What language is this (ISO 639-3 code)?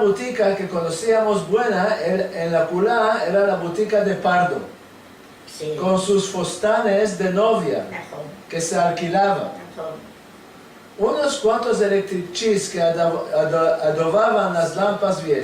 lad